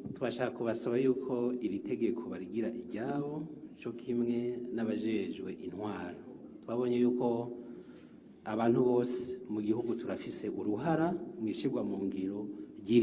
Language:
Rundi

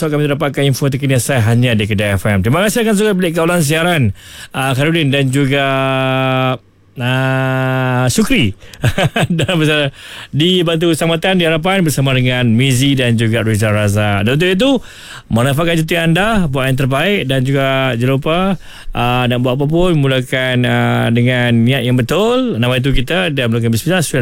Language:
Malay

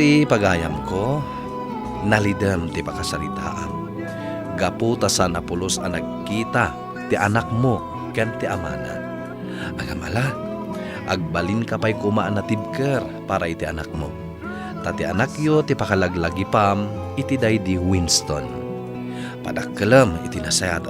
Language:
Iloko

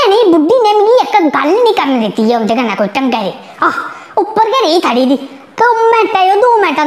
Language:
Dogri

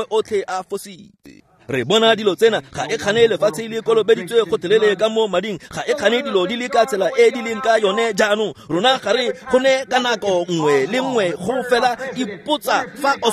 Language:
Tswana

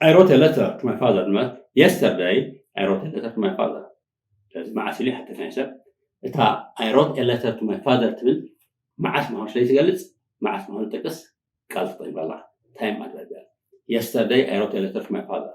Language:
Tigrinya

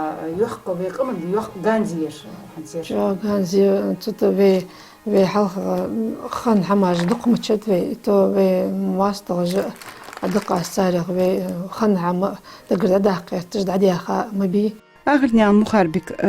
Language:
Ingush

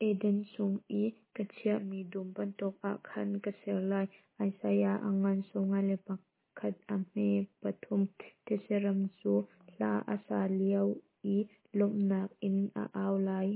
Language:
Hakha Chin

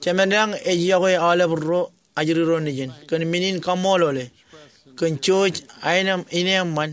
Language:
Marshallese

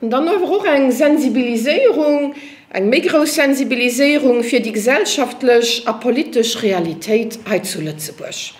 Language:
Luxembourgish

